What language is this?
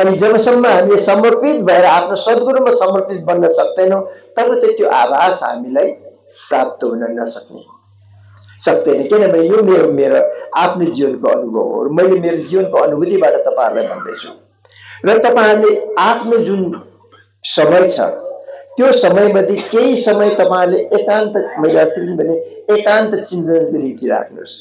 Nepali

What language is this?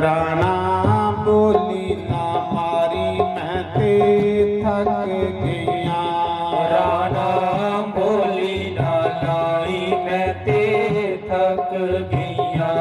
Dogri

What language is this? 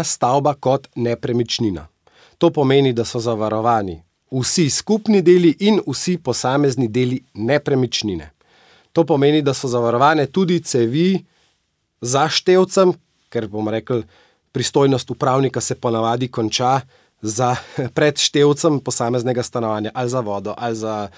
Slovenian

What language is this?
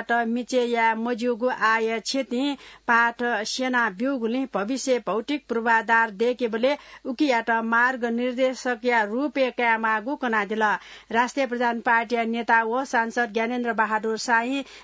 Newari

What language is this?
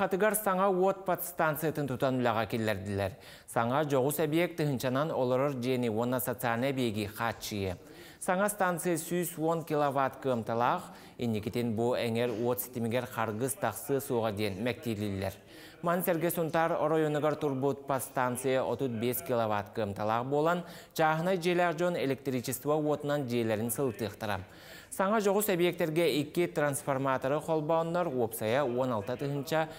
Yakut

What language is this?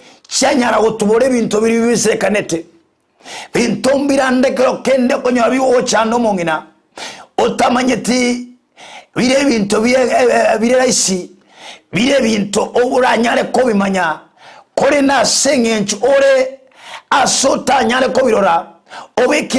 Gusii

